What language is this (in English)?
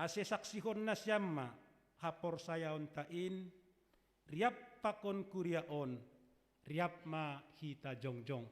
Batak Simalungun